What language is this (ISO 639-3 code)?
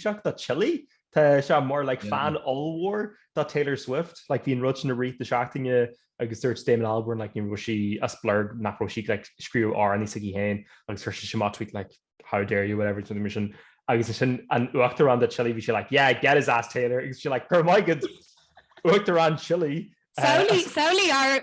gle